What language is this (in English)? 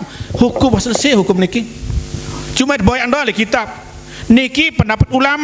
Sasak